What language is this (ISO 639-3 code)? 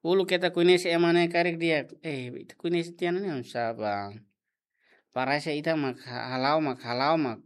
tet